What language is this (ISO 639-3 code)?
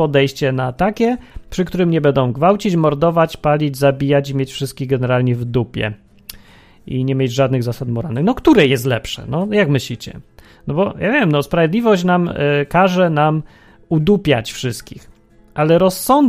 pol